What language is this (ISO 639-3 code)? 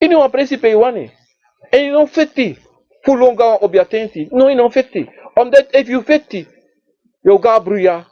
srn